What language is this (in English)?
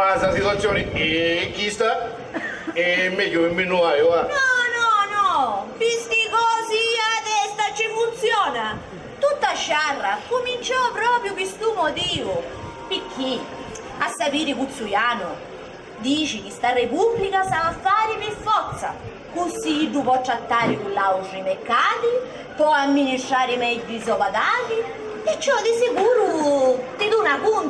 Sicilian